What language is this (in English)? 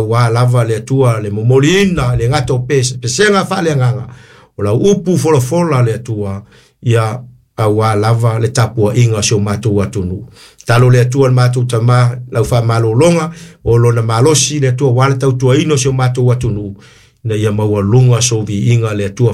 Samoan